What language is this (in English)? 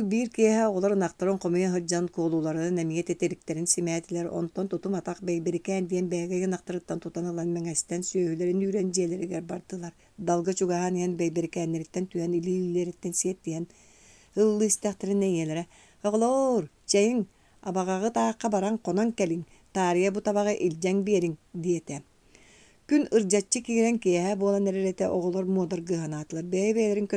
Yakut